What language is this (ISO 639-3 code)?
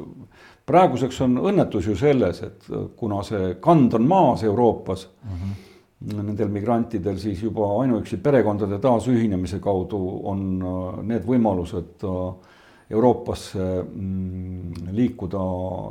est